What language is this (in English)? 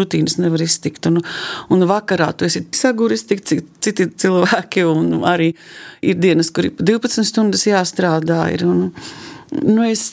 Latvian